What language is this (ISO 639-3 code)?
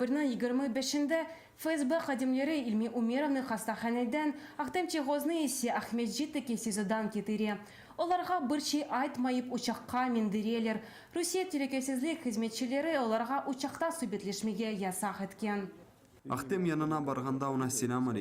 crh